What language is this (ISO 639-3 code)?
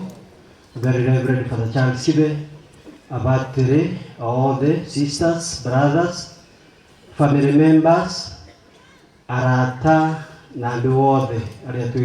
kik